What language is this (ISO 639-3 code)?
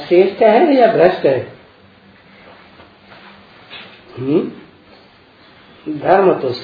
hin